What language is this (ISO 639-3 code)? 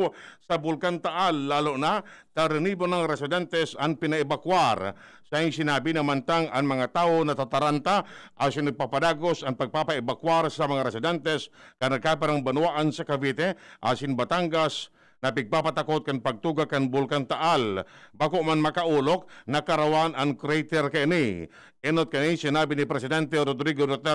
bik